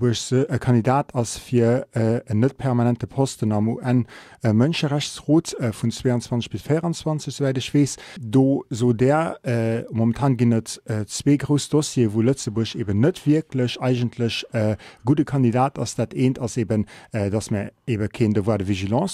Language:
Luxembourgish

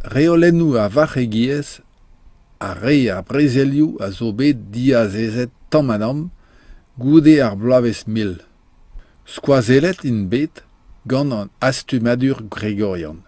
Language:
Breton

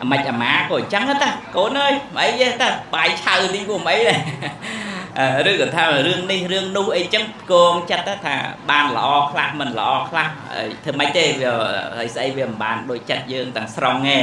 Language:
Khmer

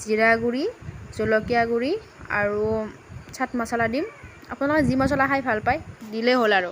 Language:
Assamese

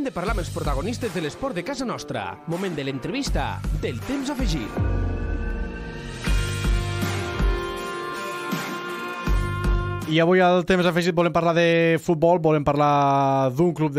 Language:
Catalan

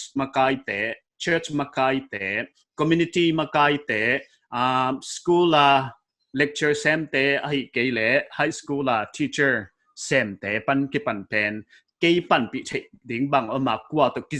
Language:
Paite Chin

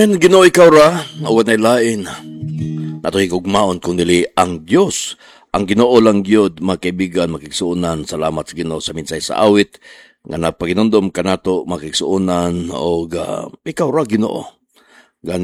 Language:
Cebuano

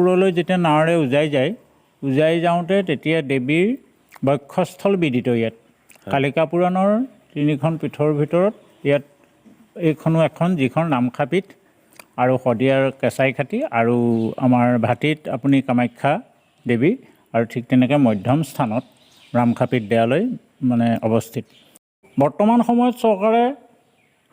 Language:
Assamese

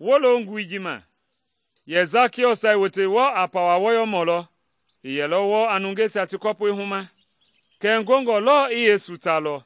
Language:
Mende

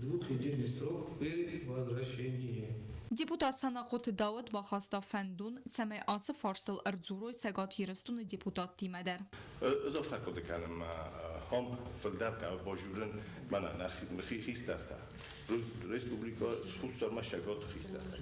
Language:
Ossetic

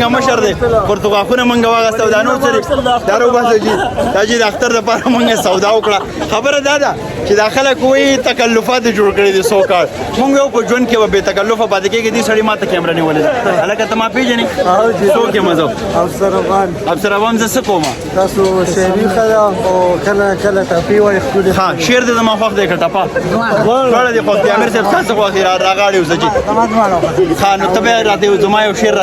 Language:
Pashto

